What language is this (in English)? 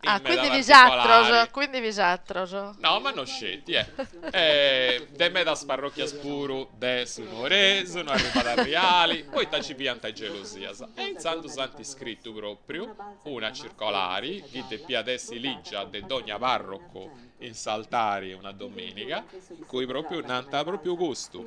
Sardinian